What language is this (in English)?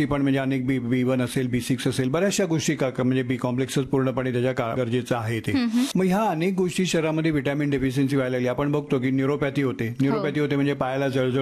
Marathi